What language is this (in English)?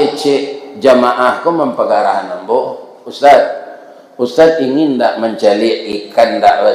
Minangkabau